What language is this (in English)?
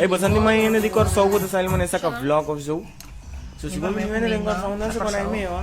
Papiamento